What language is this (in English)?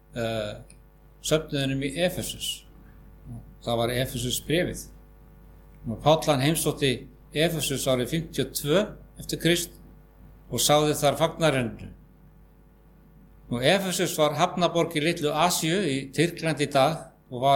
Icelandic